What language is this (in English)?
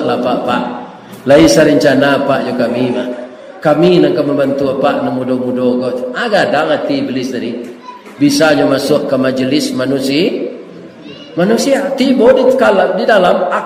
Minangkabau